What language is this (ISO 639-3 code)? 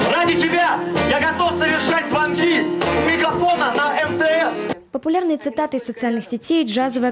rus